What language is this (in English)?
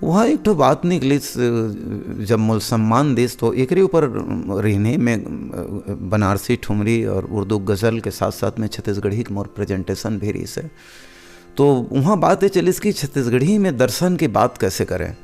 Chhattisgarhi